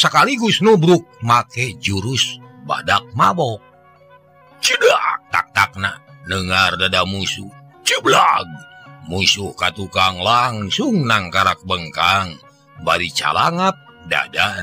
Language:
Sundanese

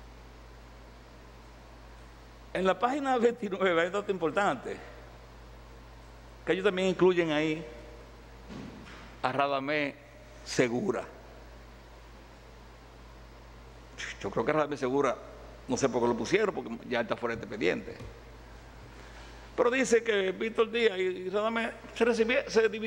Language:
Spanish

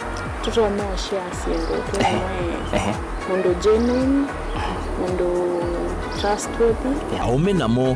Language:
Kamba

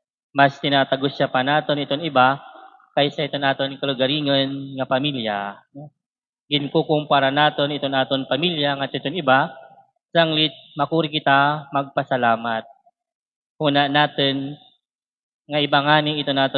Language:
Waray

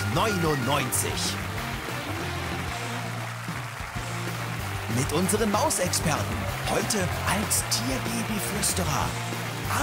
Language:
German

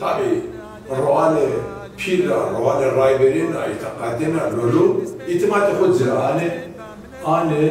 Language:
Zaza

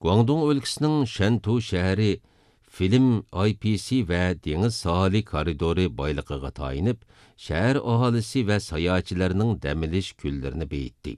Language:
Uyghur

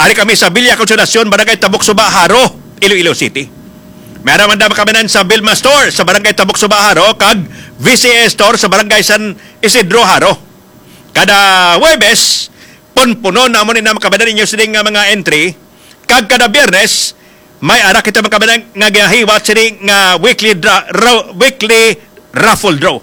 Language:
Hiligaynon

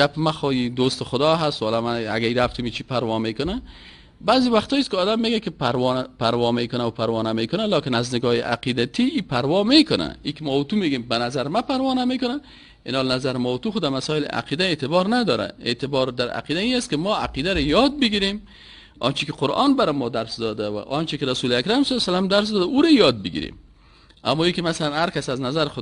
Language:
Persian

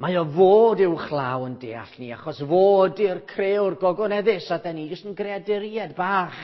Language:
Welsh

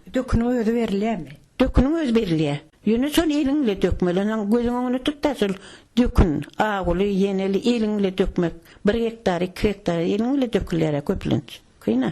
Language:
Turkmen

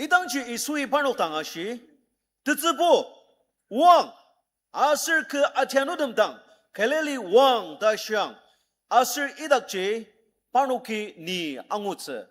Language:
Ao Naga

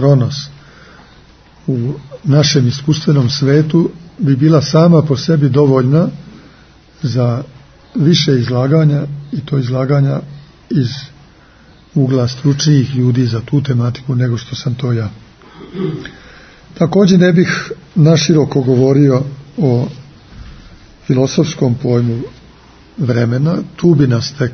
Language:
Serbian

